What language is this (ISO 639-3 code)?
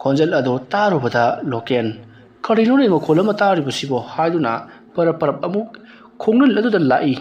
mni